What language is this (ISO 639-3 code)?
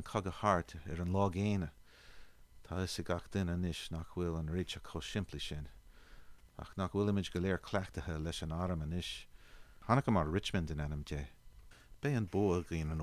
gle